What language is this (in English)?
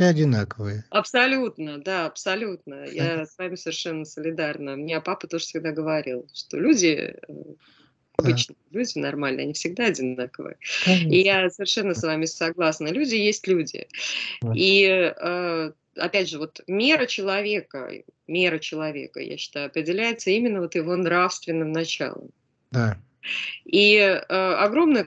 Russian